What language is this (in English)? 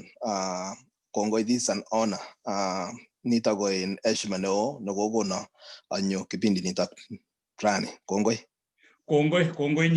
Kalenjin